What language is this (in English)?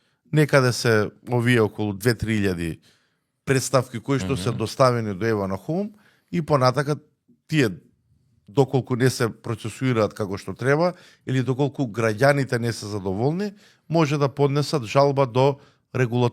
Macedonian